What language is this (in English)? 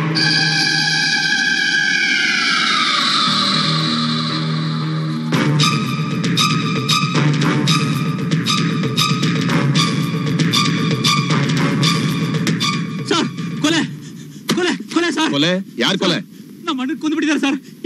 Kannada